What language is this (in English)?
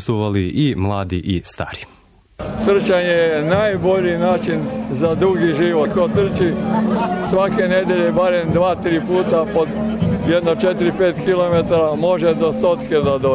Serbian